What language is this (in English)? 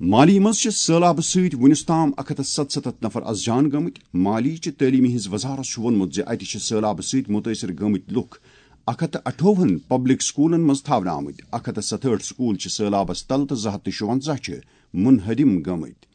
Kashmiri